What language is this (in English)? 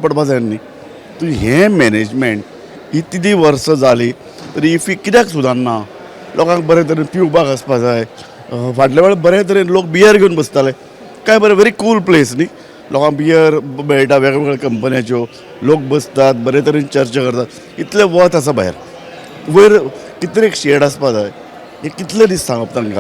Konkani